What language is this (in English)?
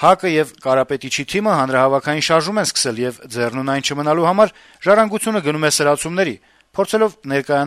Armenian